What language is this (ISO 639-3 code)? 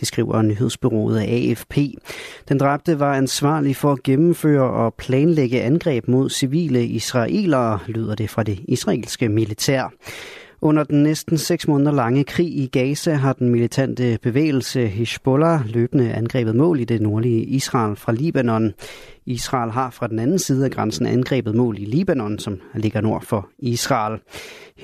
dan